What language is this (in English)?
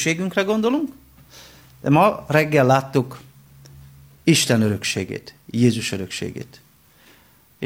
Hungarian